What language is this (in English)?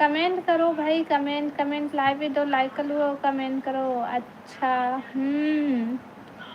Chhattisgarhi